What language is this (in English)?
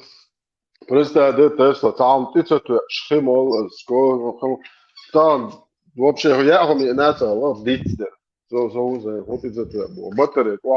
Chechen